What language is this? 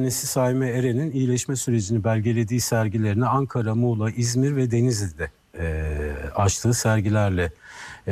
Turkish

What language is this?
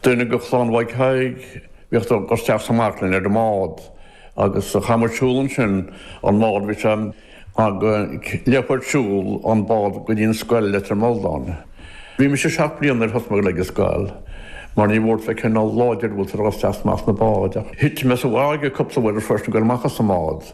Irish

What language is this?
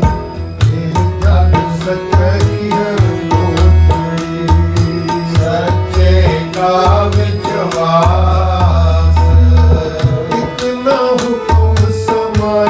Punjabi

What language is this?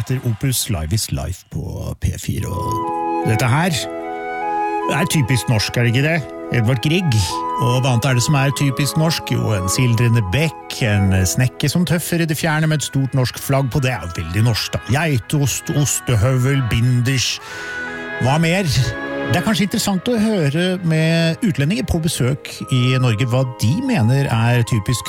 Norwegian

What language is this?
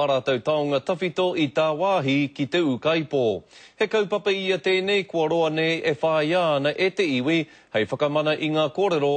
Māori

